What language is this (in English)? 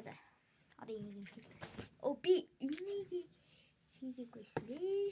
Mongolian